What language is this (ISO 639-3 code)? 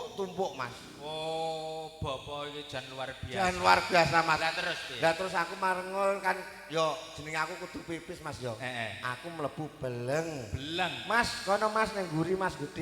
jav